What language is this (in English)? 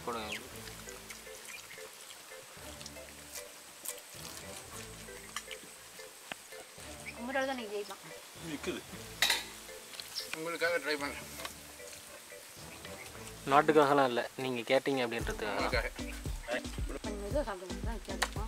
Tamil